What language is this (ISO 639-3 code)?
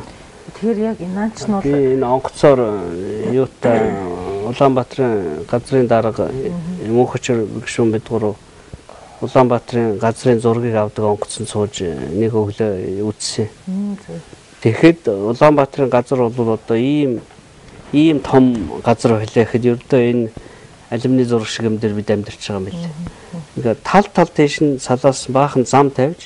mon